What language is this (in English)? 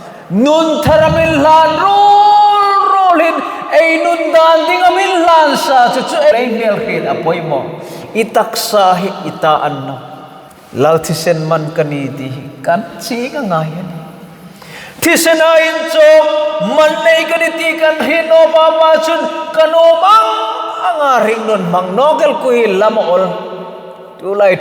Hmar